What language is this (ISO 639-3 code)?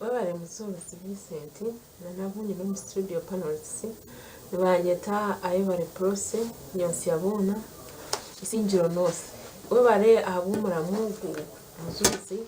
nyn